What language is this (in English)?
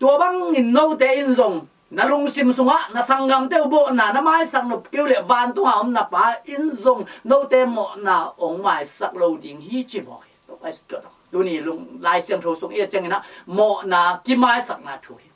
Tedim Chin